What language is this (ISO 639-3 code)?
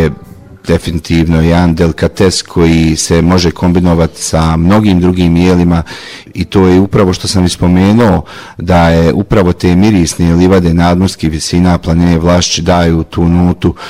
bos